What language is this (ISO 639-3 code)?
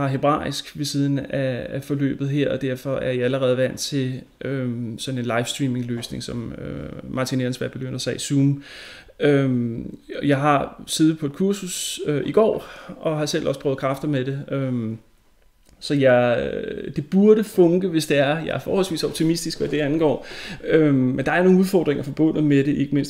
dan